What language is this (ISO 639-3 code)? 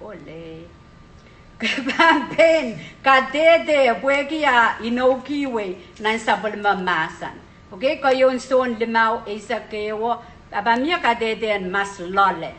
pon